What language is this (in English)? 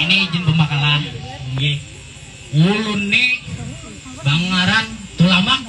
Banjar